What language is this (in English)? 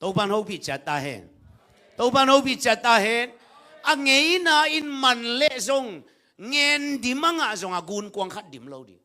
Tedim Chin